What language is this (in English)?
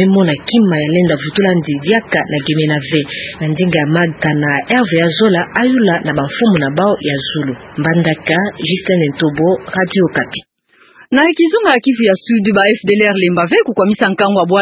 Kituba (Democratic Republic of Congo)